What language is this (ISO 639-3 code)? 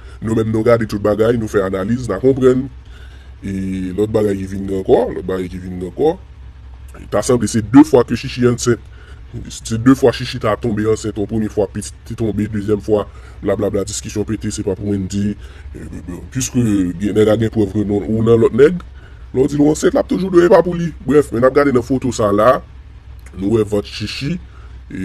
hat